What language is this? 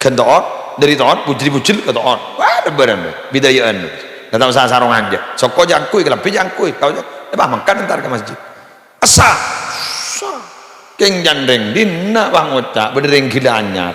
Madurese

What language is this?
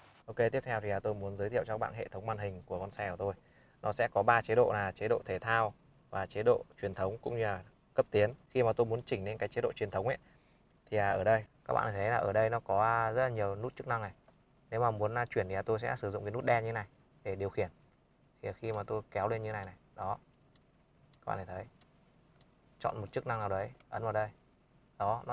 Vietnamese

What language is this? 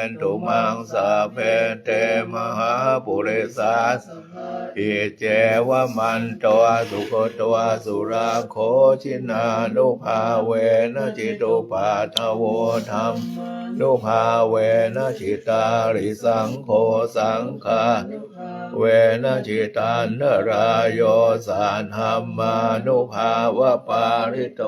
Pali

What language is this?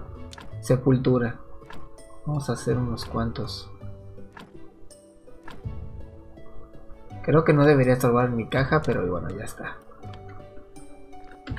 Spanish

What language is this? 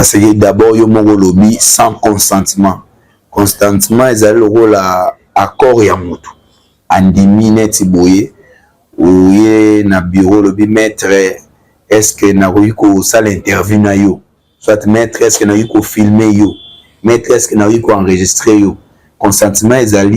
Lingala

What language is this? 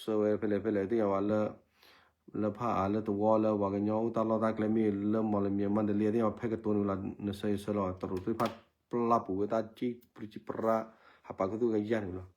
S'gaw Karen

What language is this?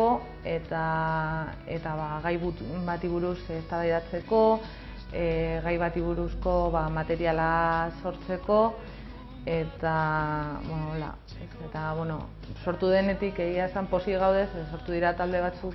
Basque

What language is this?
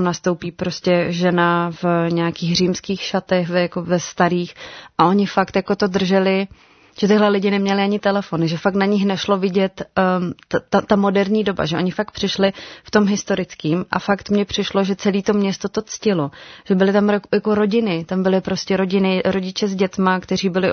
Czech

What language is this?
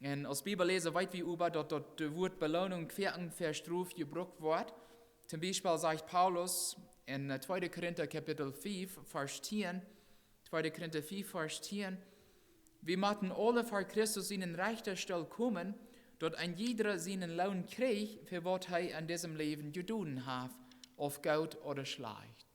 Plautdietsch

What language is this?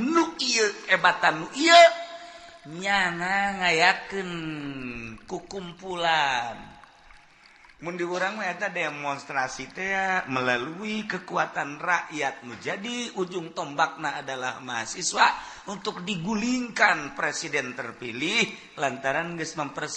Sundanese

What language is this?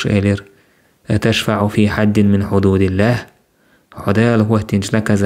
Chechen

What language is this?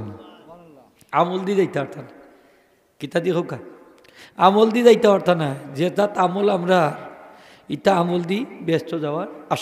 Sylheti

